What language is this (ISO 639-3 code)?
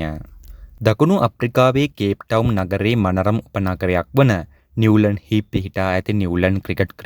sin